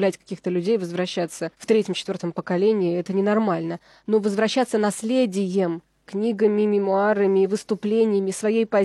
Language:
Russian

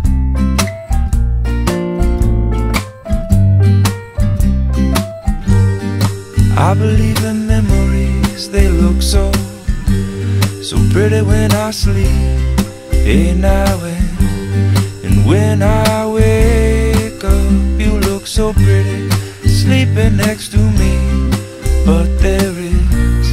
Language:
English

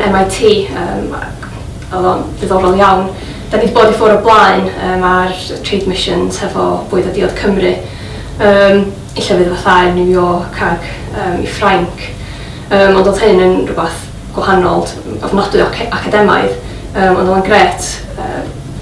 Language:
Welsh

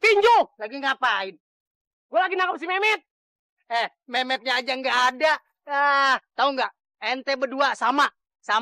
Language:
Betawi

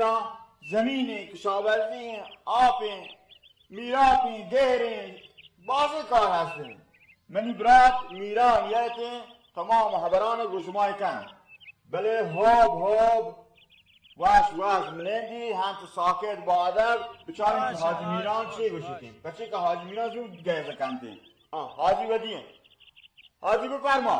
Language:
Baluchi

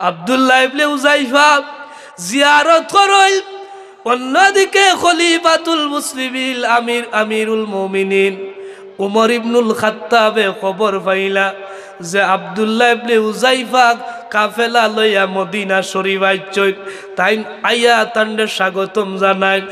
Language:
Sylheti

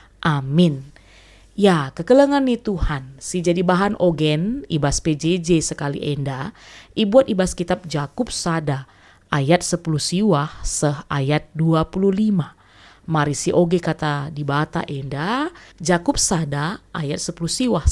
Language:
Batak Karo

